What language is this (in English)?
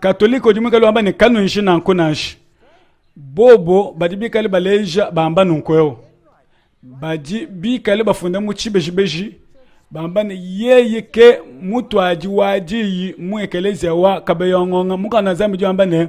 Luba-Lulua